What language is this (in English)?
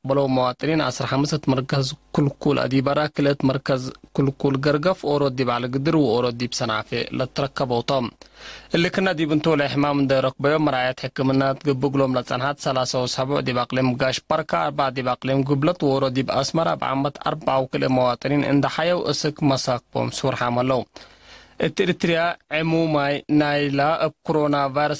Tigre